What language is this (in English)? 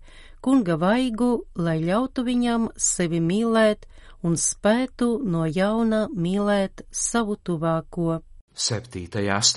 Latvian